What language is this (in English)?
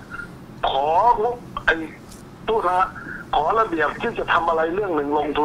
Thai